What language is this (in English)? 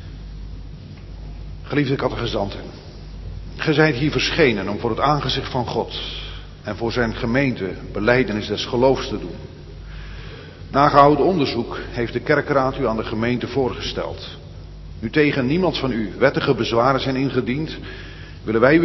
Dutch